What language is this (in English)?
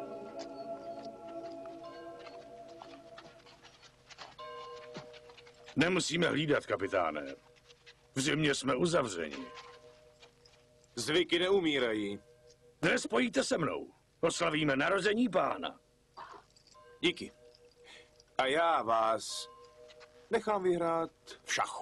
Czech